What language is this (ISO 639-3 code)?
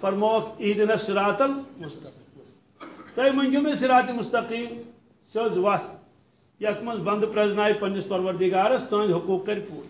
kas